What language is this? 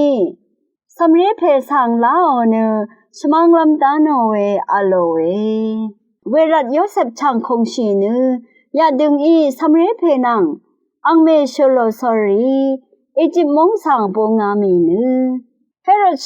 Rawang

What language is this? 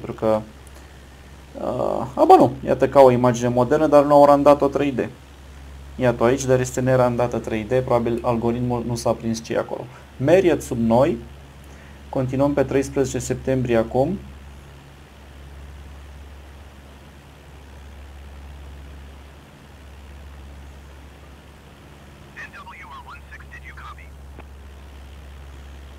Romanian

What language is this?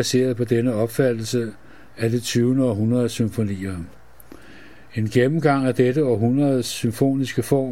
Danish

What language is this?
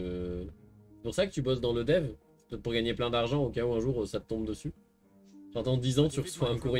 French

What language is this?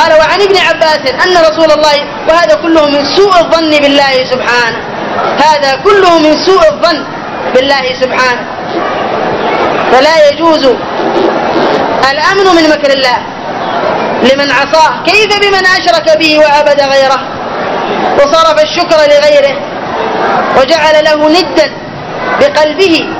Arabic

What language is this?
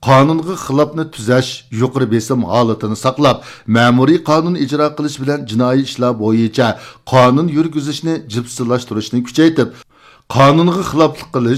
Uyghur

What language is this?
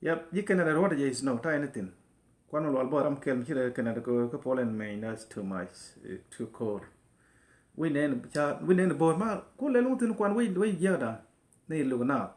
Nuer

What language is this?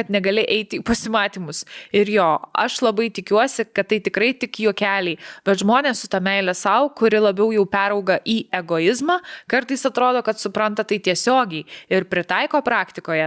Lithuanian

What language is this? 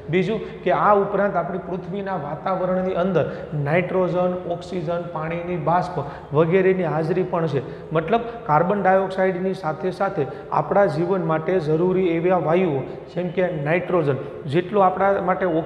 Gujarati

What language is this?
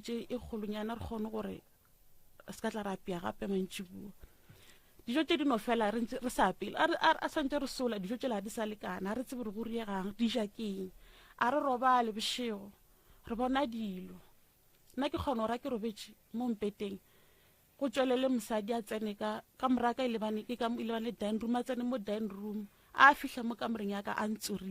Northern Sotho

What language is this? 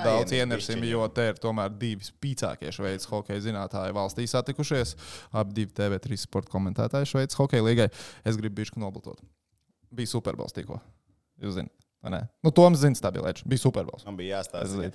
Latvian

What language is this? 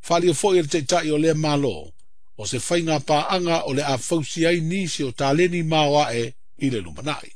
Samoan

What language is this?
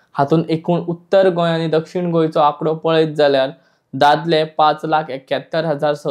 Konkani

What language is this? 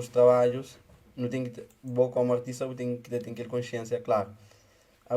Kabuverdianu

